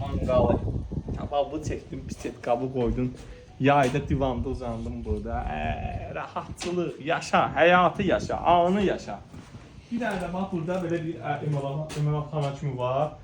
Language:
Azerbaijani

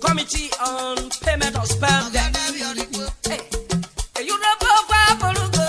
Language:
Urhobo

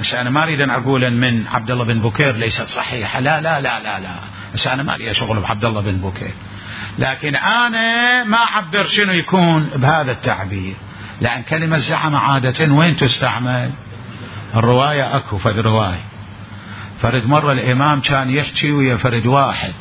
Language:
Mesopotamian Arabic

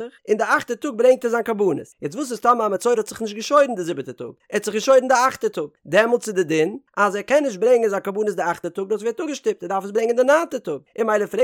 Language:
Yiddish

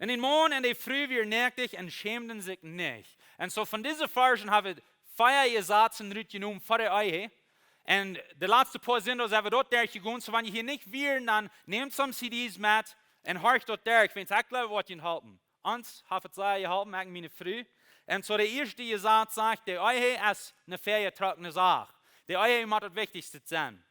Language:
Plautdietsch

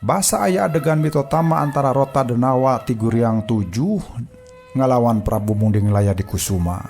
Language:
Sundanese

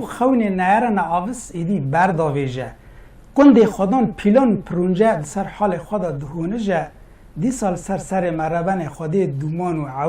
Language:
Kurdish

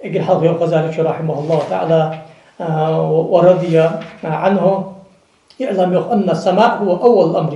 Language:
Ingush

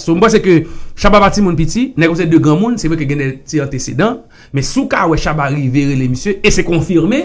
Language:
Haitian Creole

